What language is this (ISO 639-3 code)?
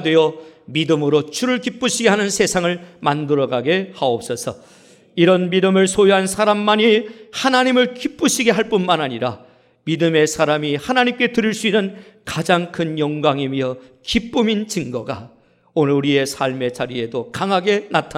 kor